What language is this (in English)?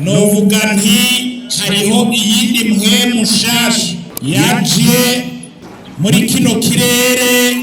Rundi